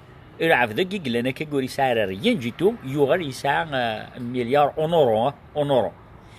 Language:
Kabyle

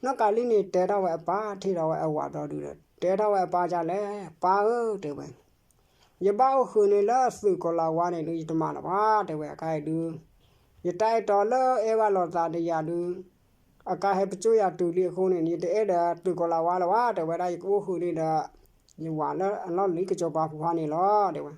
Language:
S'gaw Karen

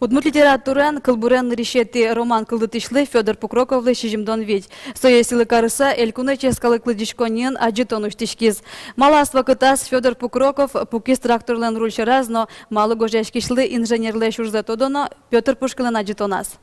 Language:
Udmurt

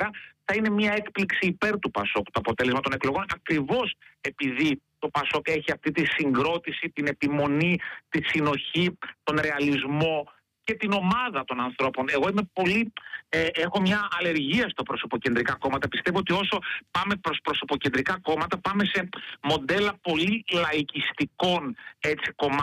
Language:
Greek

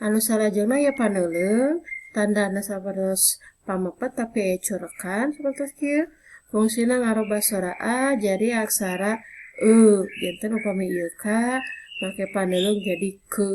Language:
Sundanese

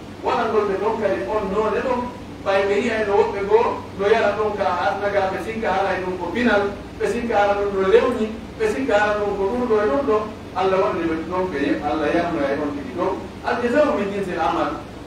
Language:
Pular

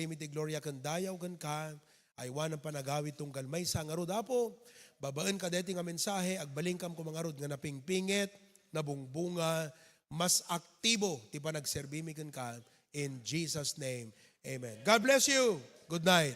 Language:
Iloko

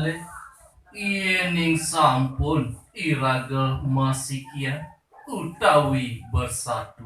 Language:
Balinese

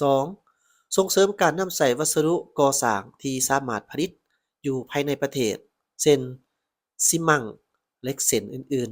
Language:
Lao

